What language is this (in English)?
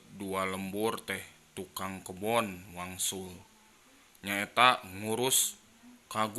Sundanese